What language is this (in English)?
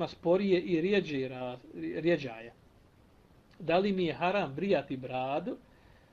Bosnian